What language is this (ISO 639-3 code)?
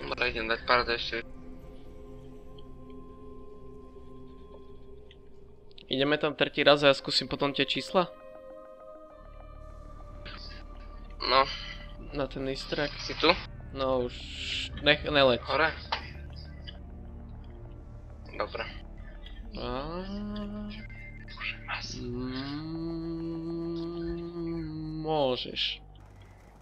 slk